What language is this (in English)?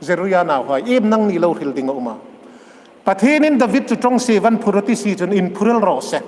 Hmar